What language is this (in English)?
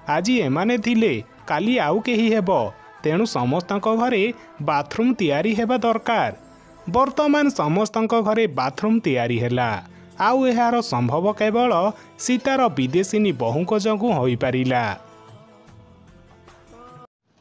Odia